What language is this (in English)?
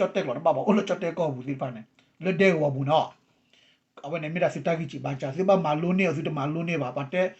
S'gaw Karen